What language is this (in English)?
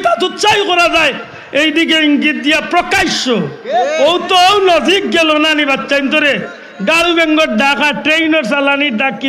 Sylheti